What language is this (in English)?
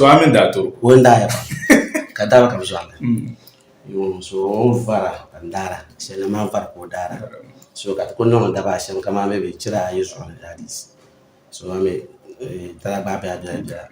Dagbani